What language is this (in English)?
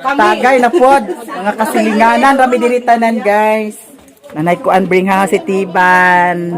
Cebuano